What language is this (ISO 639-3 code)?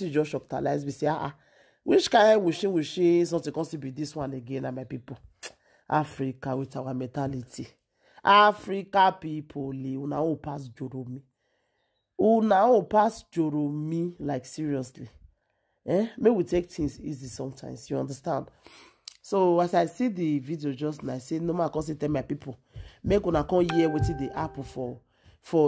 pcm